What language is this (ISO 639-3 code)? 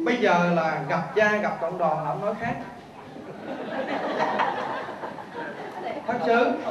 vie